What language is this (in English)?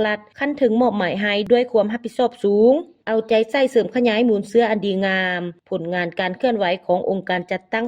Lao